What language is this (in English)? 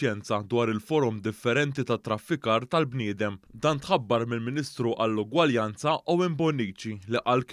Maltese